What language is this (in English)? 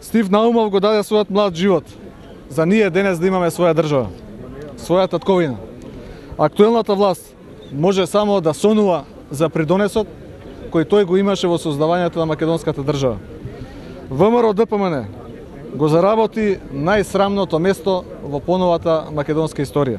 Macedonian